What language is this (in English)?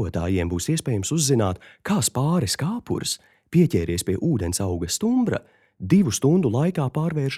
Latvian